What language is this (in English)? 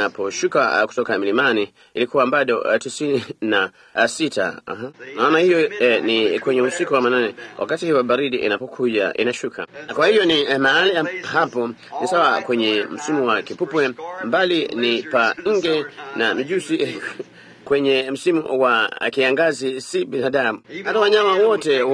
Swahili